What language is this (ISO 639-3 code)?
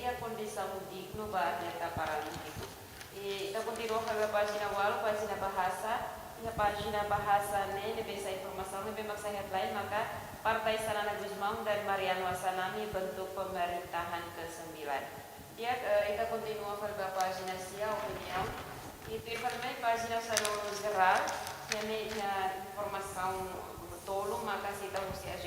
tet